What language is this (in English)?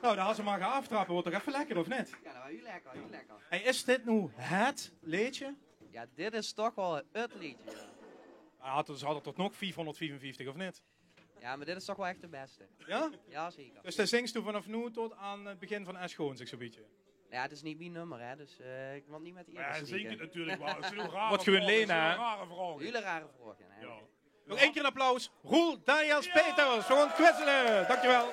Limburgish